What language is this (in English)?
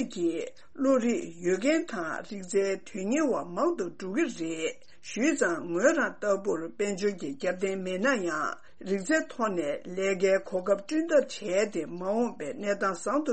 Tibetan